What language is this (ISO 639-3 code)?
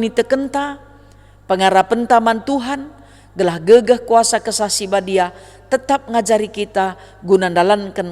btx